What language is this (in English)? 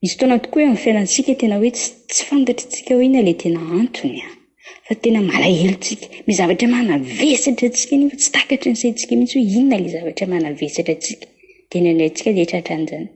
Malagasy